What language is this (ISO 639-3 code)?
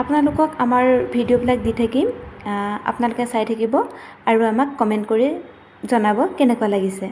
asm